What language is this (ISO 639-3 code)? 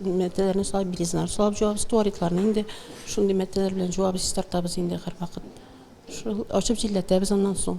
tat